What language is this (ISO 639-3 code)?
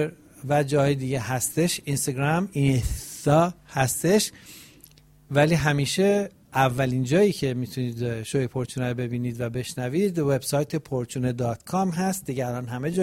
fas